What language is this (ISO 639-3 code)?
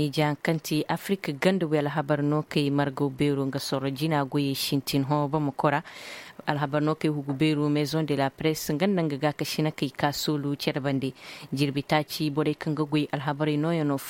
ses